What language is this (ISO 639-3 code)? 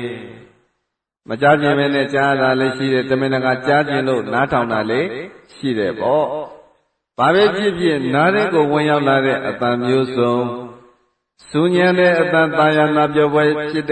mya